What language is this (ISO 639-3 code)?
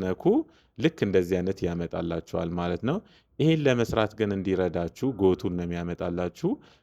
amh